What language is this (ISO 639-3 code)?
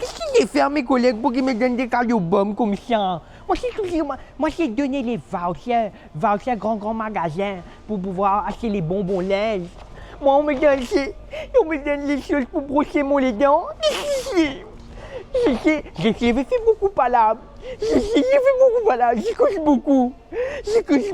mfe